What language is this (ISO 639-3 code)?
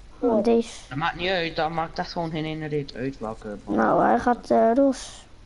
nld